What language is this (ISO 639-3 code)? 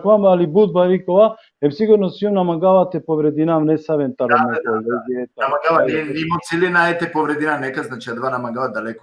rmn